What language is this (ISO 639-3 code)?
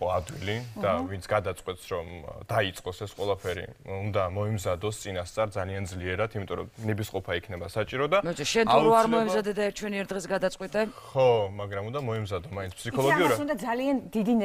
kat